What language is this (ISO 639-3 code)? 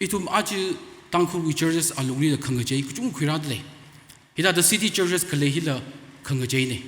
nmf